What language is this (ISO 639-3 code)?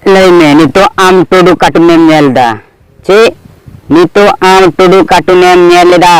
sat